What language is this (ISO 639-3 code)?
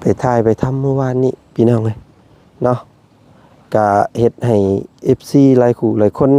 lao